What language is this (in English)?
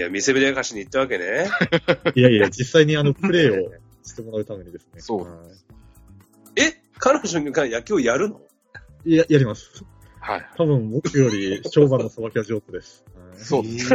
Japanese